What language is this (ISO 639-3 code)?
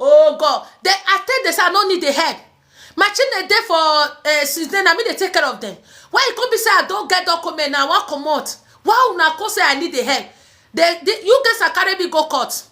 pcm